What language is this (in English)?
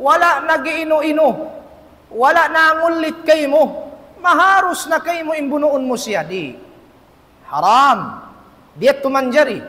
Tausug